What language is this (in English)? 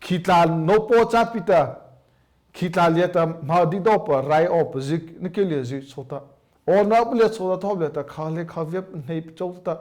Mara Chin